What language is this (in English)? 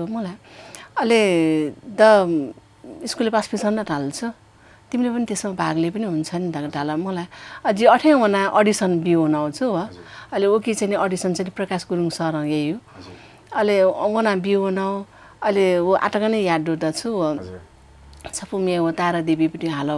Newari